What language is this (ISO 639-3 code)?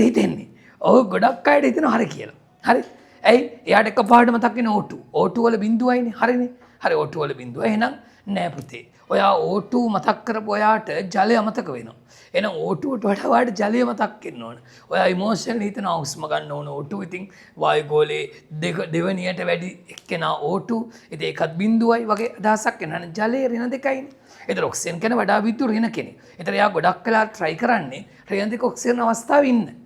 sin